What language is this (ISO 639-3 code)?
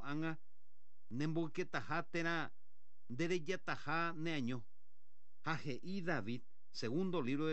grn